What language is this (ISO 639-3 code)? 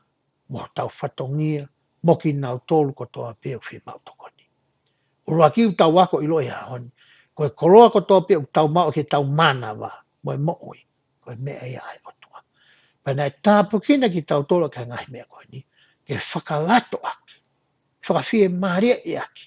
ton